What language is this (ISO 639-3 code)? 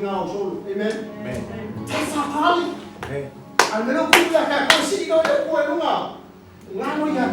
smo